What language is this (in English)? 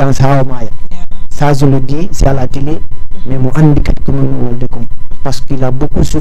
Fula